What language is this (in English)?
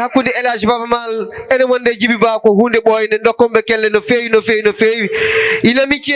Fula